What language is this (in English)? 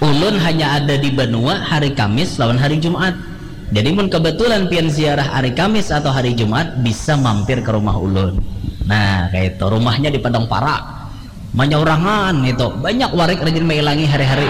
Banjar